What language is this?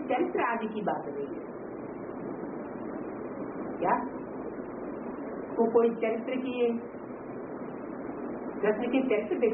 Hindi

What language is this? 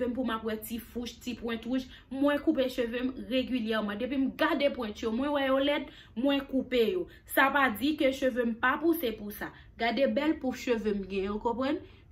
Haitian Creole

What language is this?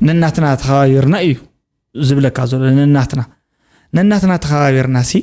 Tigrinya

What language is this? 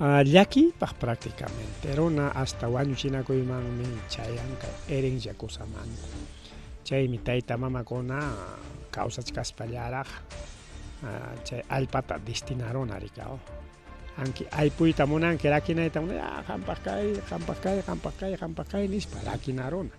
Ayacucho Quechua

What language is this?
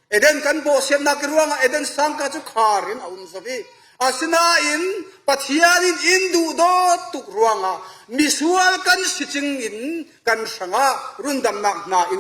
Falam Chin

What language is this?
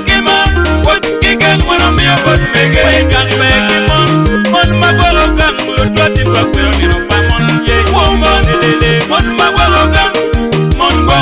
Acoli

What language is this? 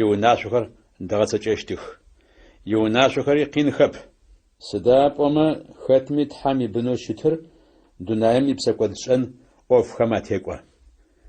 Adyghe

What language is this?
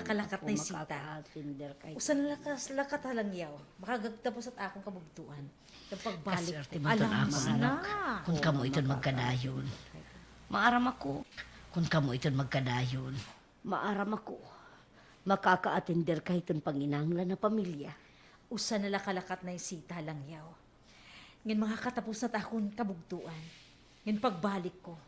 Waray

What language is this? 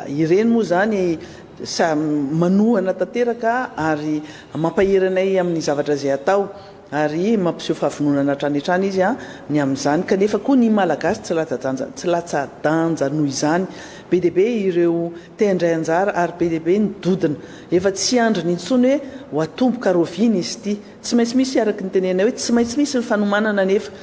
Malagasy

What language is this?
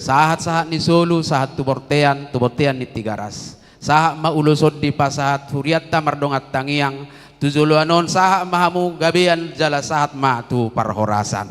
Batak Toba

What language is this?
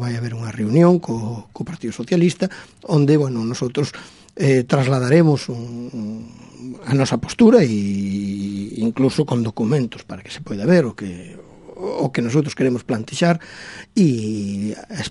Galician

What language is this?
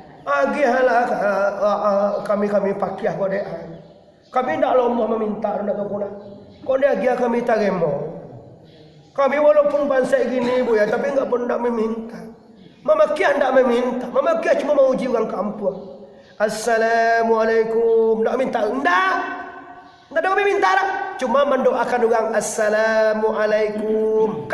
Minangkabau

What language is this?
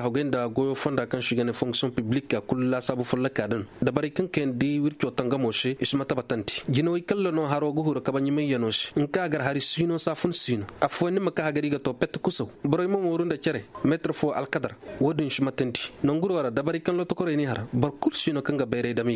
Koyraboro Senni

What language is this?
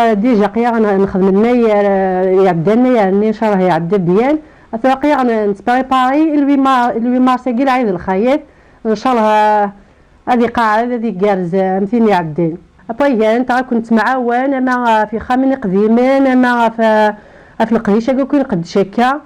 Kabyle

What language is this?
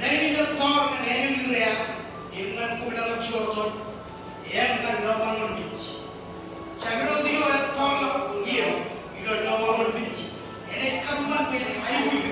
Marshallese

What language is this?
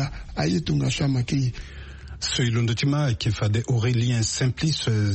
Sango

